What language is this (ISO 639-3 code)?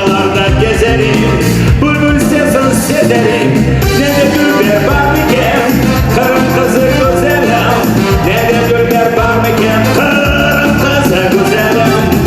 crh